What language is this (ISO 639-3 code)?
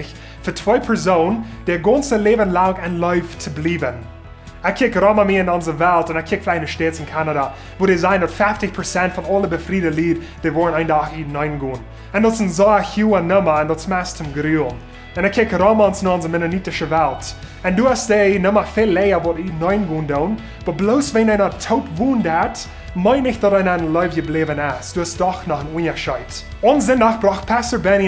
pdt